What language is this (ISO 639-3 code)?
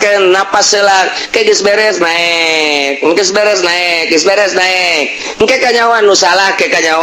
sun